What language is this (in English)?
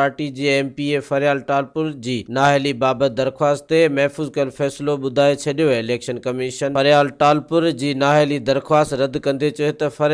Sindhi